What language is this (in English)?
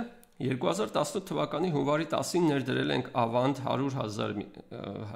Armenian